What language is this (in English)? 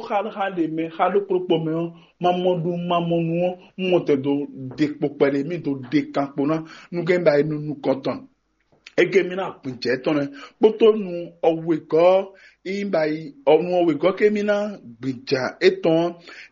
Fon